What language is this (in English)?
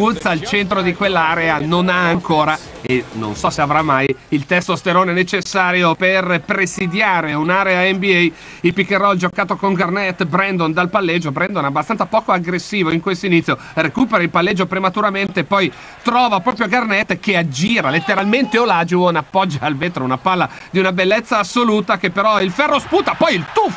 Italian